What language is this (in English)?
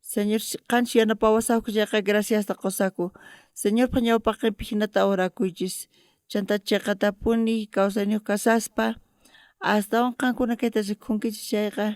South Bolivian Quechua